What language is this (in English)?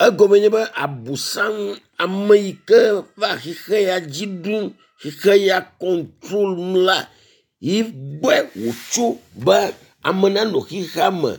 Ewe